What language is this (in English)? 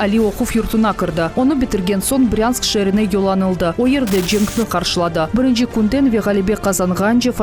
Crimean Tatar